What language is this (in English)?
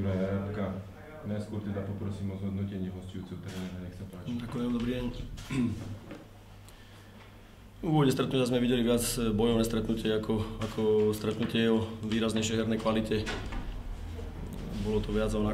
Slovak